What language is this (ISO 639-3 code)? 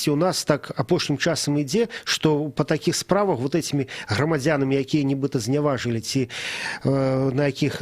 bel